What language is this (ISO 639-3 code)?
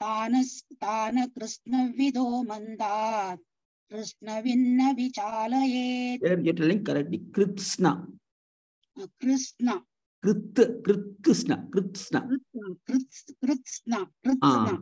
san